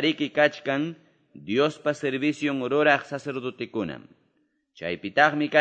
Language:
Quechua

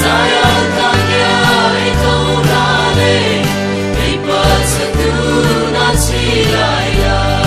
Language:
Mara Chin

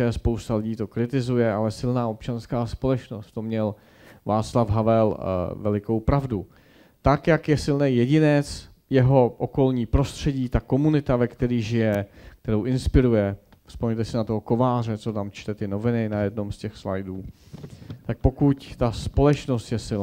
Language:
Czech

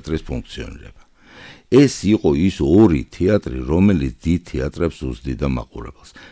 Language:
Georgian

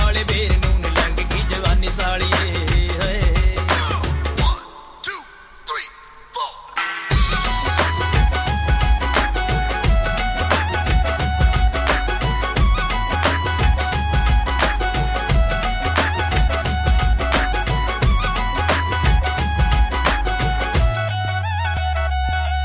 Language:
Punjabi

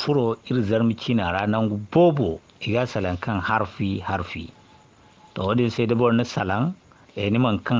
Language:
Zarma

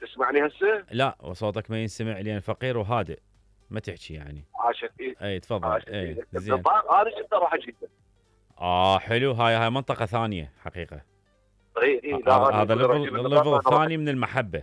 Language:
Mesopotamian Arabic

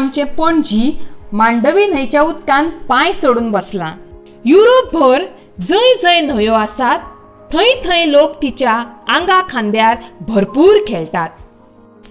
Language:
Konkani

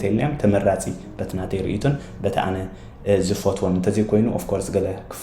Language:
Tigrinya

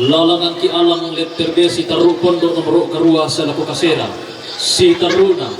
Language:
Toraja-Sa'dan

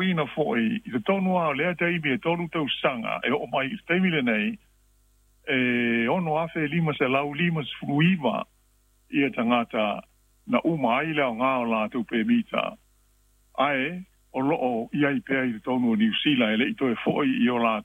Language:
Samoan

